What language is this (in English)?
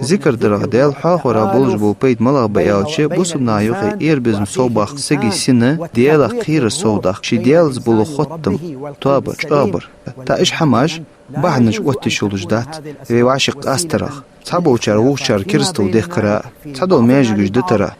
Ingush